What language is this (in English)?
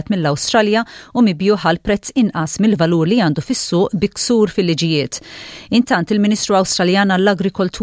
Maltese